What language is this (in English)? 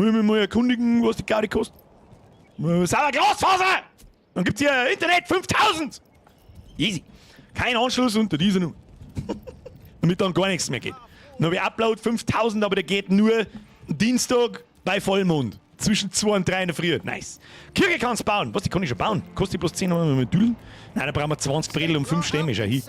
Bavarian